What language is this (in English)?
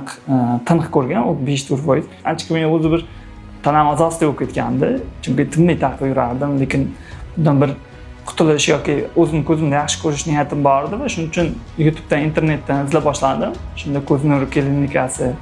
Uzbek